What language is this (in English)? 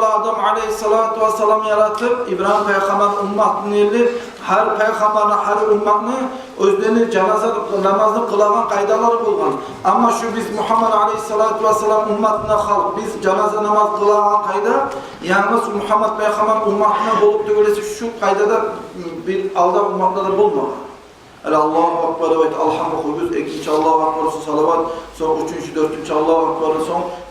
Kumyk